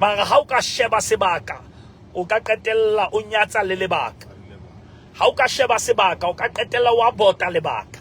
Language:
Southern Sotho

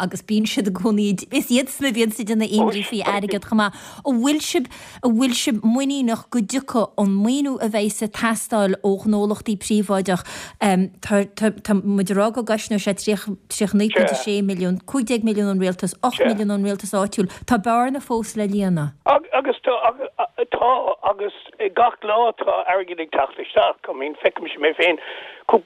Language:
Irish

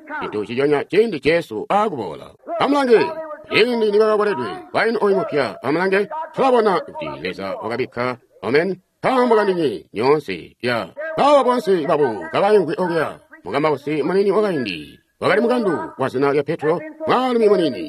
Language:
Tonga (Zambia)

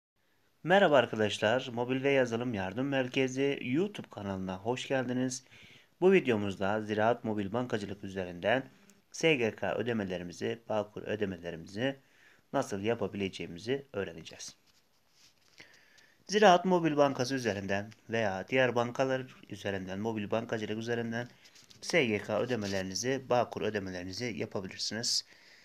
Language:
Turkish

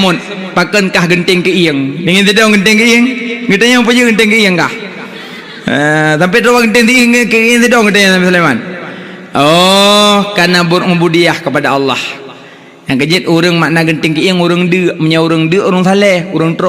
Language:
Achinese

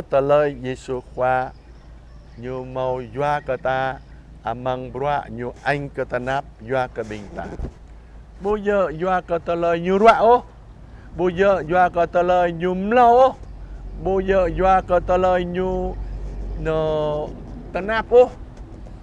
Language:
Jarai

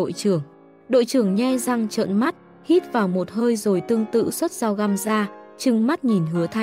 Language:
Vietnamese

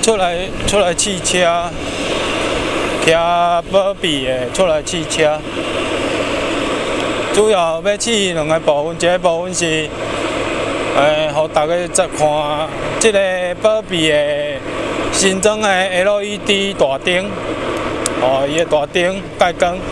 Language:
Min Nan Chinese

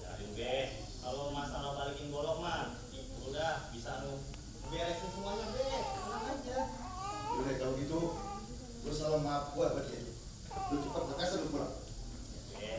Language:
Betawi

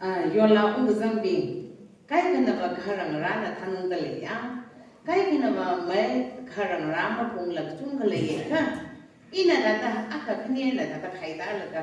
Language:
Tangkhul Naga (India)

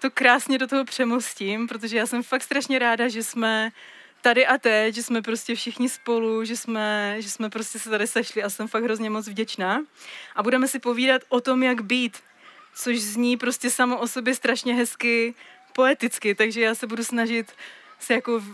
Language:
Czech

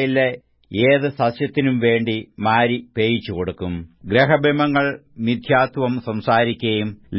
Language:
Malayalam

